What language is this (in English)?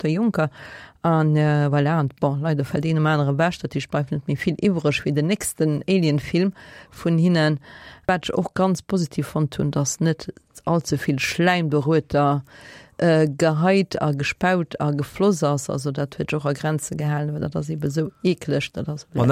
Luxembourgish